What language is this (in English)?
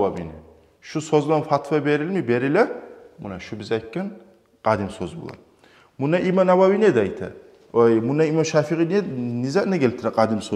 Kumyk